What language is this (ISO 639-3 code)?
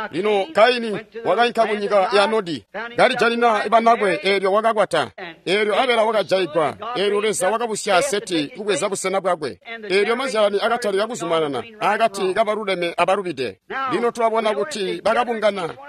toi